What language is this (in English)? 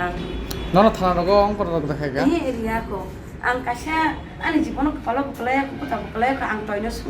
Kok Borok